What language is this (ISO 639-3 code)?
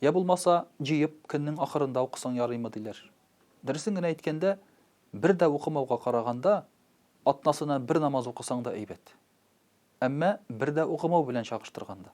tat